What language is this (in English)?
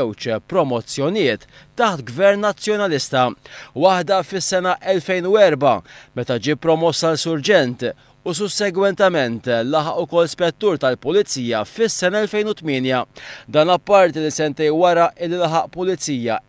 Maltese